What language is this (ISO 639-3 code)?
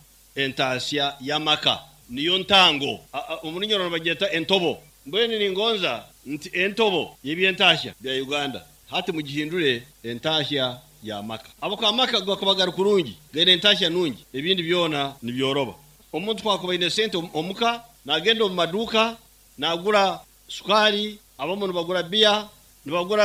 nyn